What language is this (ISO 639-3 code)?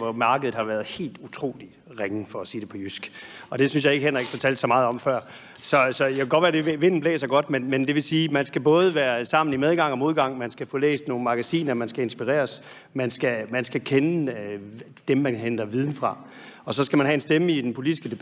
dan